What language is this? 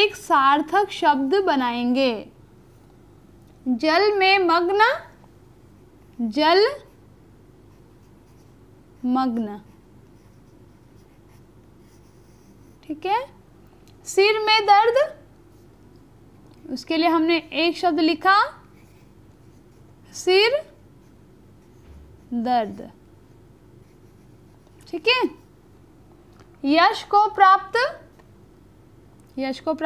Hindi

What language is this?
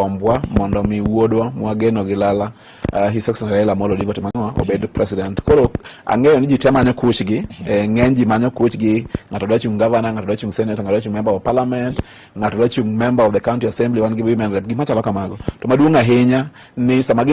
Luo (Kenya and Tanzania)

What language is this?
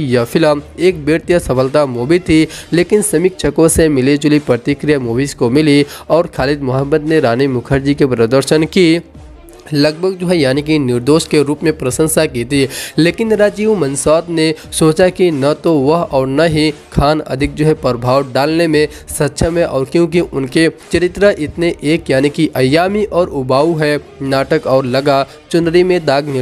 Hindi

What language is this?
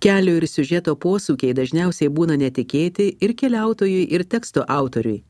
Lithuanian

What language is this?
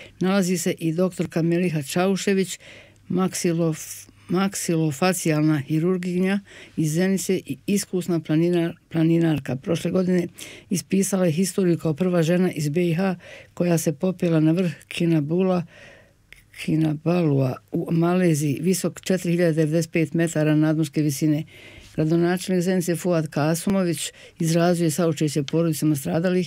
Bosnian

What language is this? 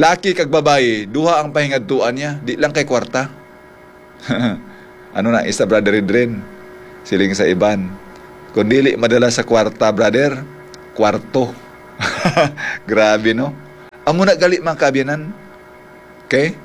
Hiligaynon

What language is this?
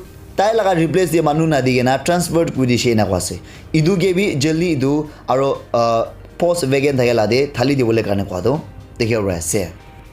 Naga Pidgin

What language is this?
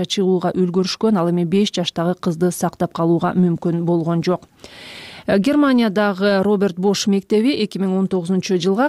Kyrgyz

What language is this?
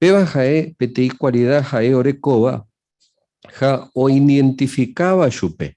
Guarani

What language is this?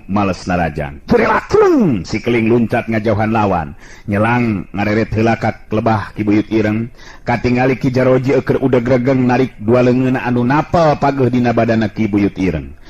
Sundanese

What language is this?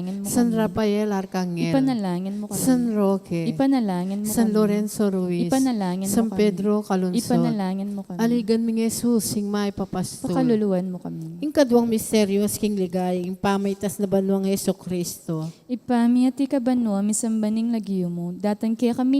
Pampanga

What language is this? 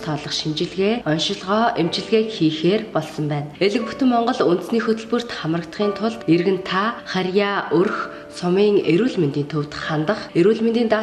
Mongolian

